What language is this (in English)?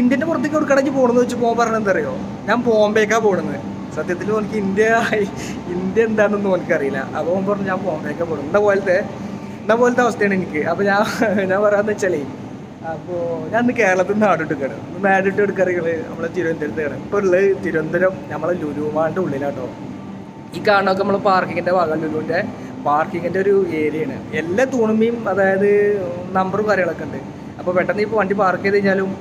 Malayalam